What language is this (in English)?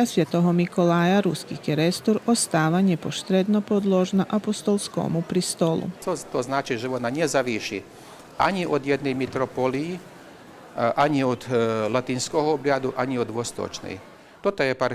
Rusyn